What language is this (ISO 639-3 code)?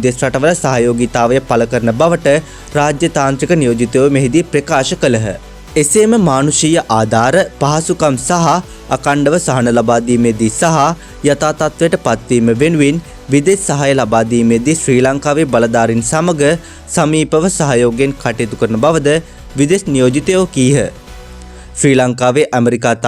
sin